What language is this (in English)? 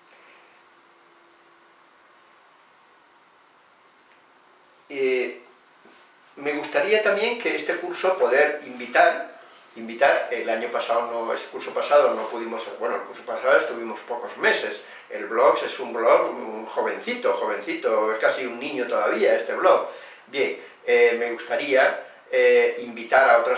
Spanish